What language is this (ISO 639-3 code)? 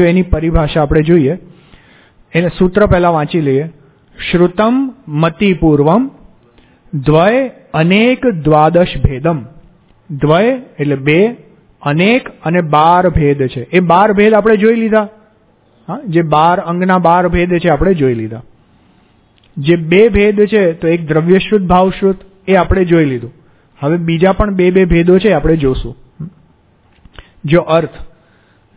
guj